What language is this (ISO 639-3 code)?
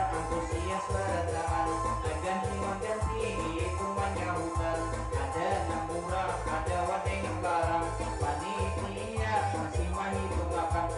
bjn